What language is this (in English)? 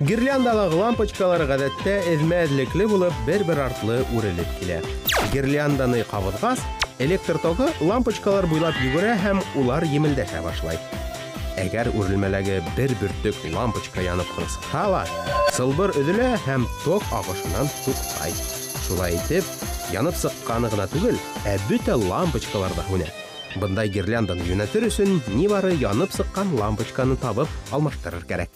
Bashkir